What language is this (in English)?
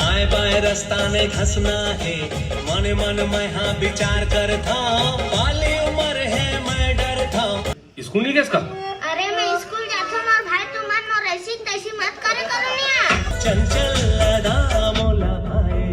Chhattisgarhi